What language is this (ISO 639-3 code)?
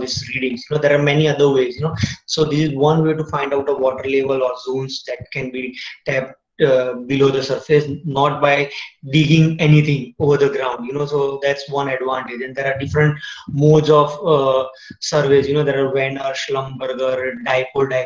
eng